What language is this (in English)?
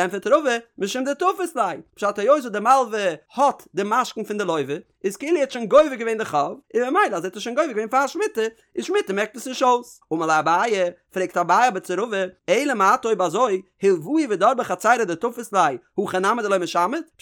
Yiddish